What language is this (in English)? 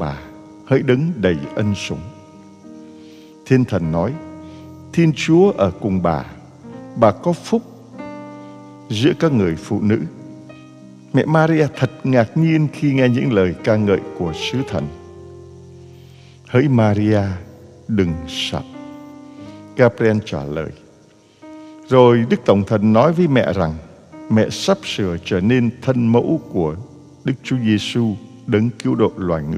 Vietnamese